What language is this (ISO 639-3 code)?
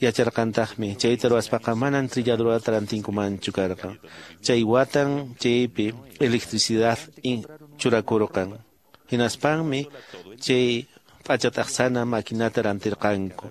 que